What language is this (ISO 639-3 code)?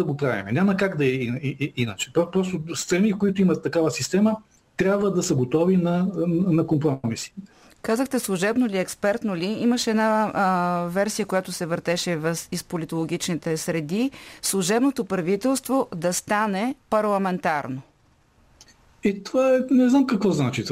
bul